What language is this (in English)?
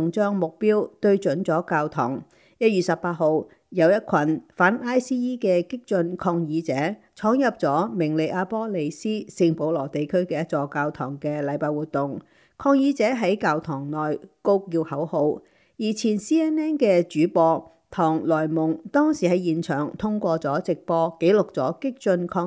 Cantonese